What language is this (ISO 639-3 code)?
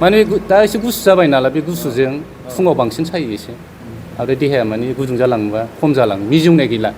brx